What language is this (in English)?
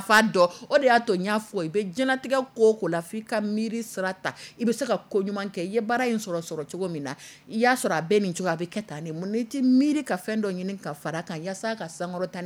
Dyula